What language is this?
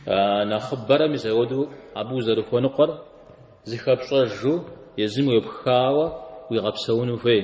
Kabardian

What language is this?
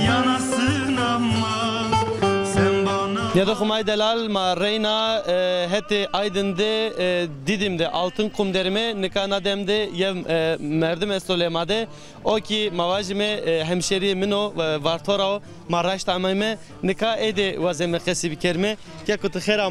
Zaza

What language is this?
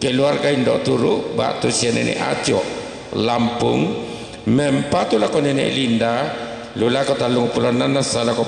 Toraja-Sa'dan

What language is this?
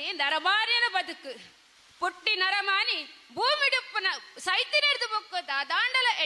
Tulu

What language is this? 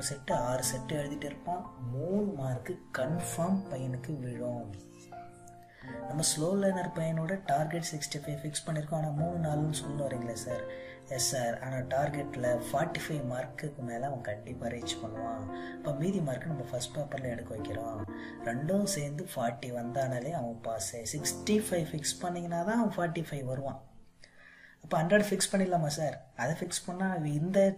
Tamil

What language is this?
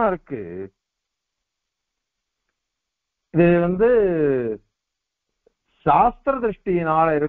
Tamil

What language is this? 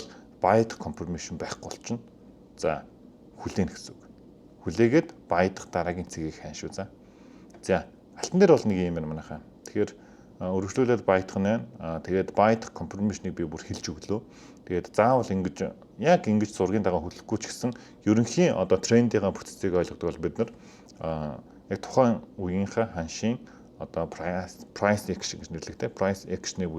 Mongolian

